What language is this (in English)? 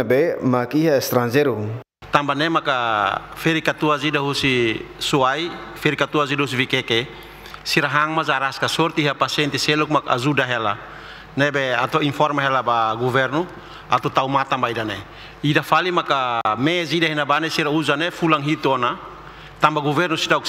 Tetum